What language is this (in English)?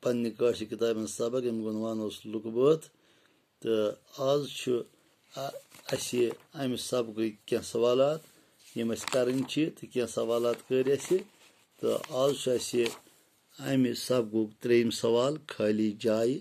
Kashmiri